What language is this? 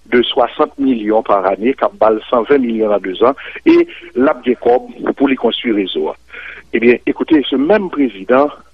Haitian Creole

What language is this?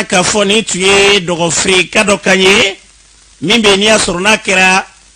Bambara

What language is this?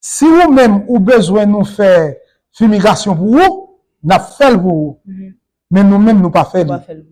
Haitian Creole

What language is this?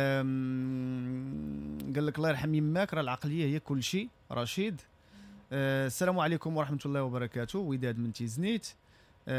Moroccan Arabic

